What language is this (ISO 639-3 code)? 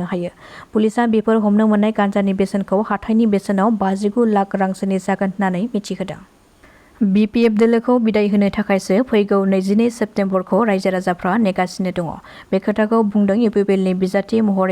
brx